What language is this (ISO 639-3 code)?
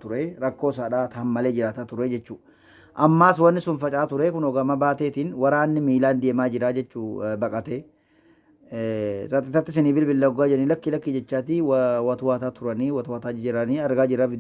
orm